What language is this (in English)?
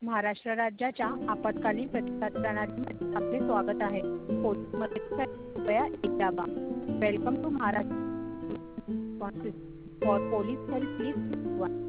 Marathi